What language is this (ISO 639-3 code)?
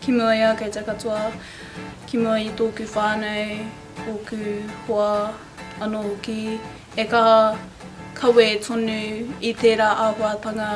mri